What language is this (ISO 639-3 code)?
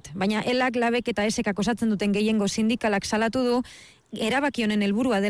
eus